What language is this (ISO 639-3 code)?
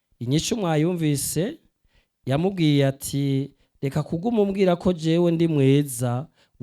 run